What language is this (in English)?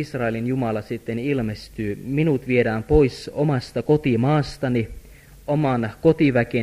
Finnish